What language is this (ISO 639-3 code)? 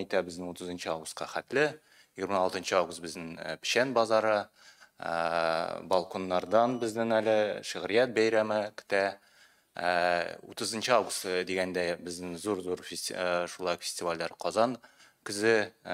tat